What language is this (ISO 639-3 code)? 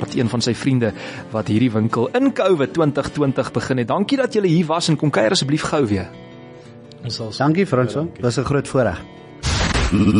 afr